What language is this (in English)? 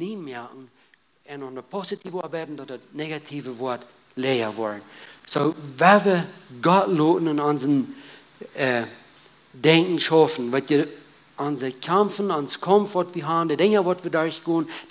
Plautdietsch